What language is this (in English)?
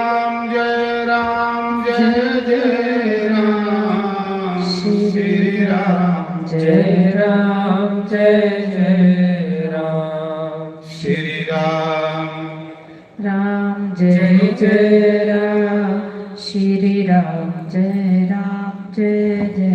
Dogri